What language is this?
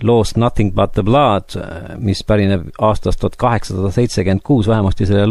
Estonian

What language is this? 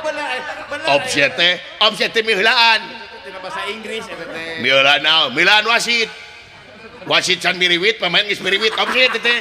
Sundanese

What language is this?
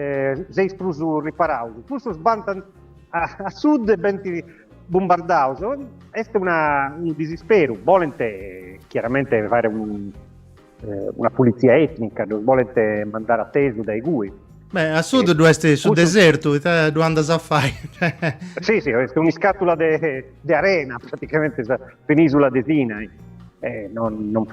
Sardinian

